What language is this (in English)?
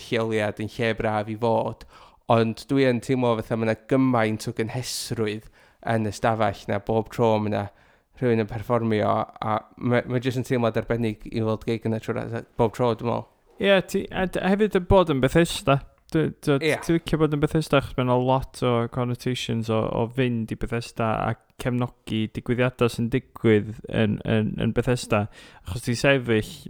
Welsh